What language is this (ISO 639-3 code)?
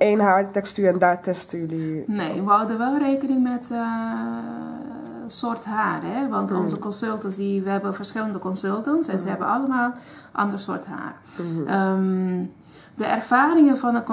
nld